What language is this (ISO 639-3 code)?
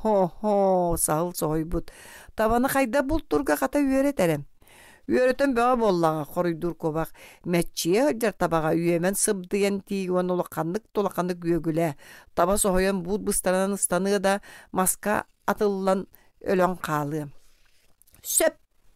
sah